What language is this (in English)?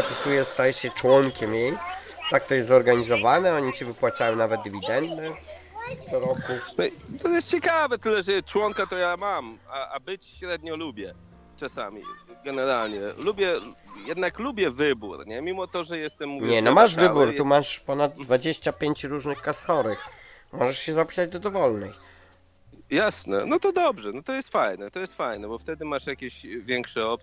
Polish